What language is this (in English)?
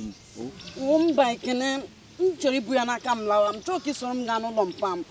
Igbo